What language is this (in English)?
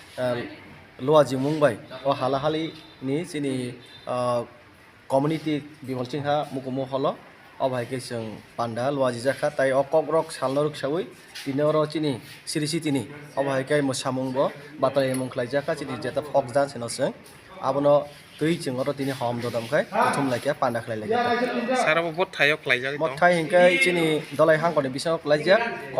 Kok Borok